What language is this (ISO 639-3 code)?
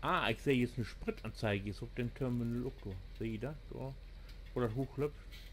nds